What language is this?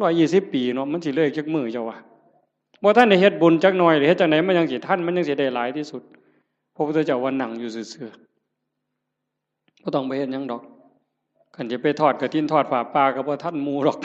Northeastern Thai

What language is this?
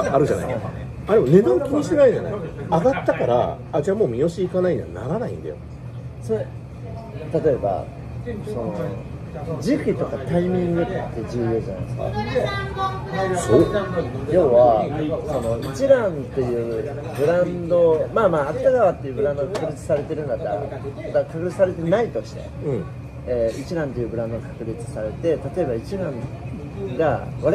Japanese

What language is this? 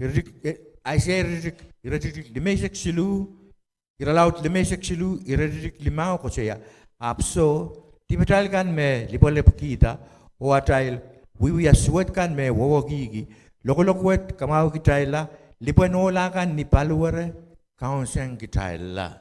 Pohnpeian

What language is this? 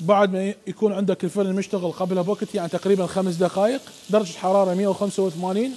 Mesopotamian Arabic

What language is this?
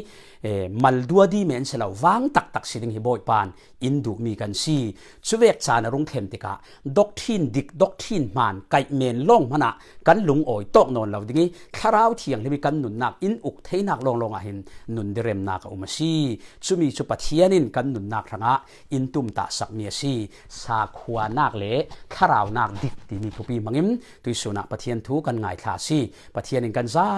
Falam Chin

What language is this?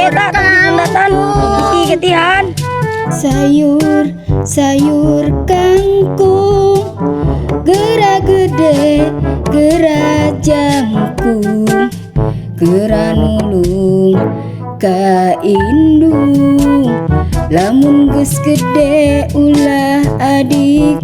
Sundanese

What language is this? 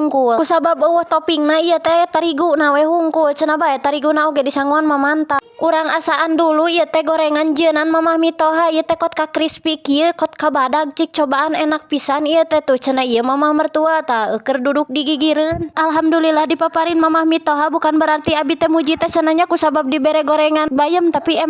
Sundanese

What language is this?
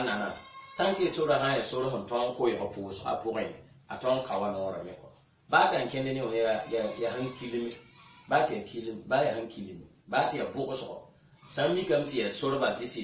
Mossi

